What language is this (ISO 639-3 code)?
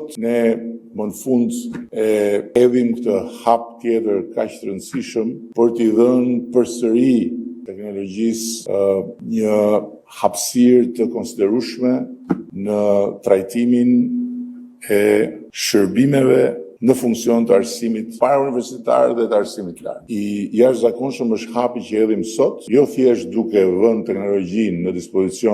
sqi